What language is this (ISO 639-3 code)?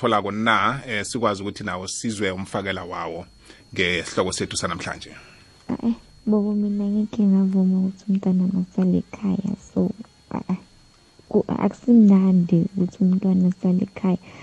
nbl